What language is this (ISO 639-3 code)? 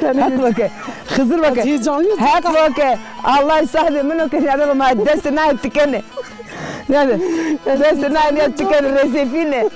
zza